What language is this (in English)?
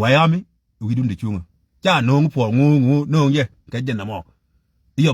Nuer